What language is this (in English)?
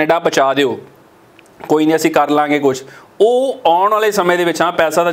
Punjabi